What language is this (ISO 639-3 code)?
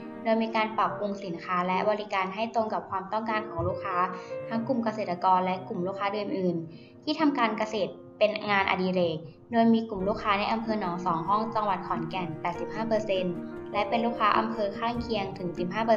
tha